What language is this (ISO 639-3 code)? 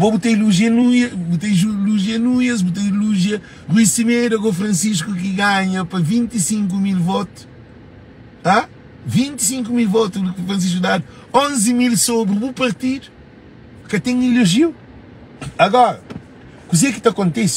kea